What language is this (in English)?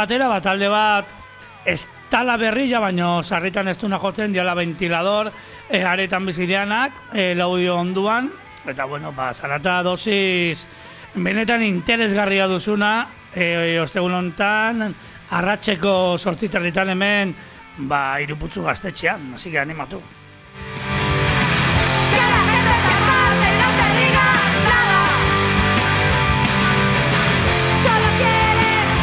Basque